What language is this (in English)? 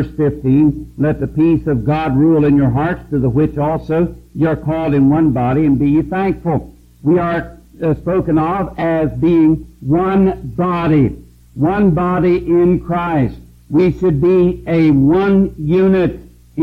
English